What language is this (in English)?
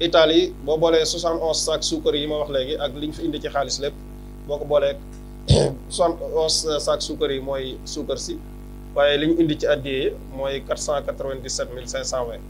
Wolof